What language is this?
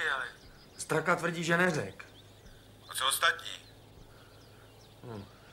Czech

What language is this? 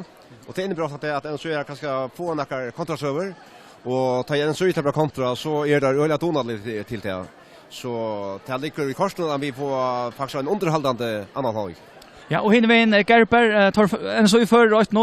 Faroese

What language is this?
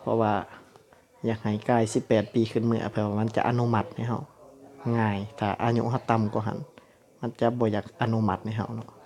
Lao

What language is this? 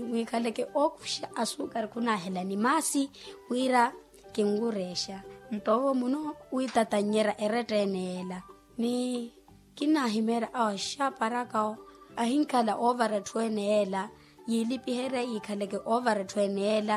Makhuwa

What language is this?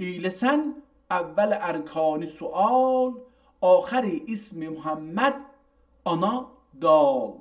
South Azerbaijani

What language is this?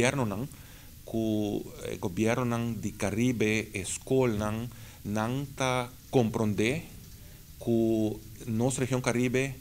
Papiamento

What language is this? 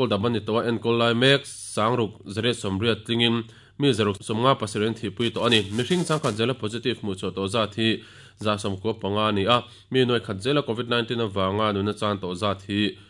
Mizo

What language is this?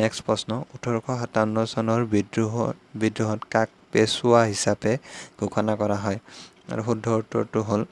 Assamese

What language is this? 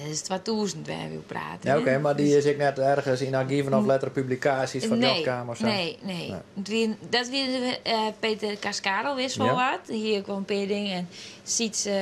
Western Frisian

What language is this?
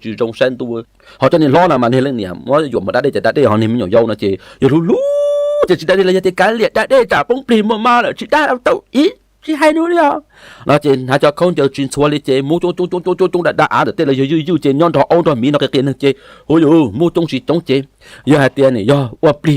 Hmong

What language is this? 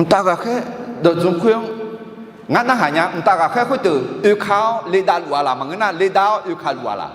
Akha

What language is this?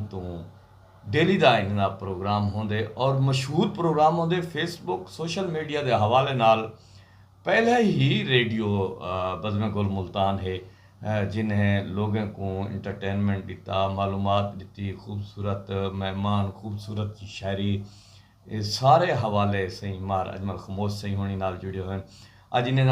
Saraiki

